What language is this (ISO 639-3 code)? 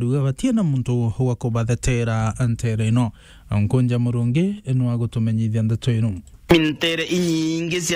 mer